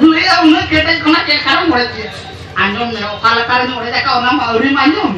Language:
Santali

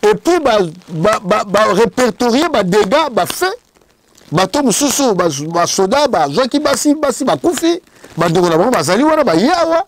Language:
Lingala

